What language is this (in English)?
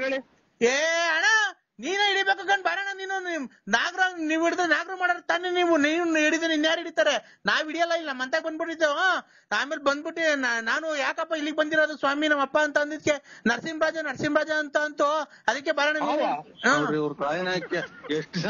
Kannada